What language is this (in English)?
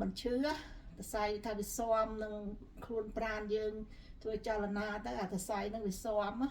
Khmer